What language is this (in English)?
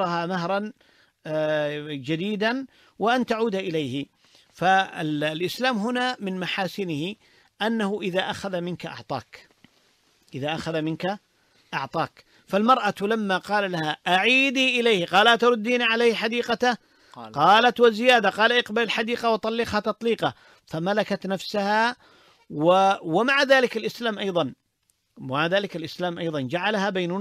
Arabic